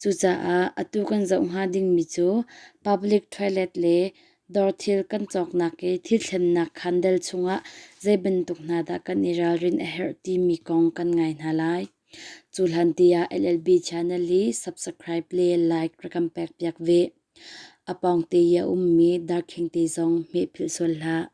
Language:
Hakha Chin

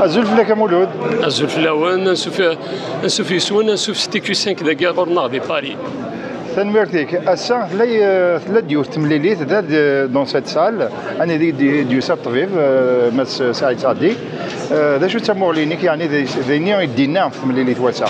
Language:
Kabyle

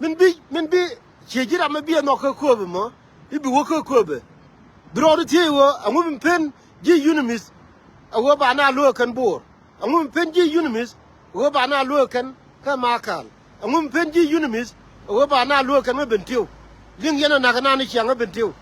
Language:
Nuer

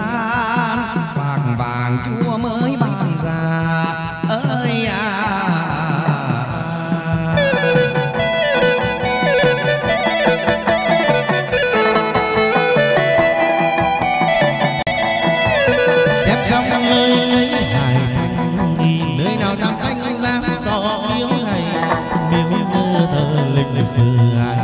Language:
Vietnamese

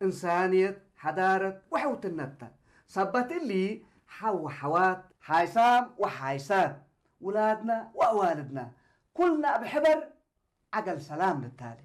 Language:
Tigre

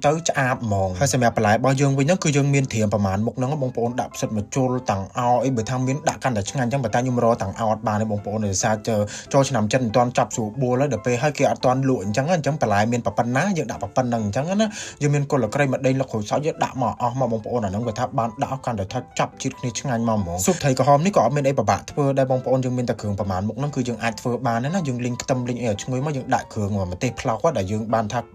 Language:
Khmer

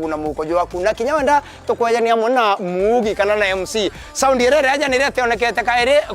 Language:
Meru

